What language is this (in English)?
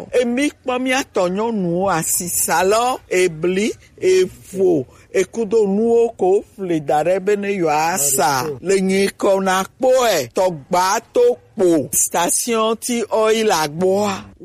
Gen